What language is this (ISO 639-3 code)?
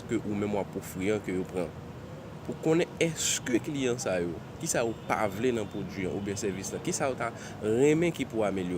hat